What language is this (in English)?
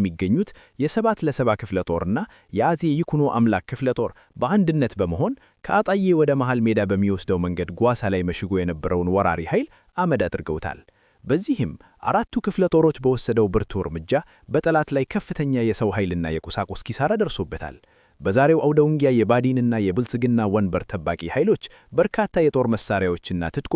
Amharic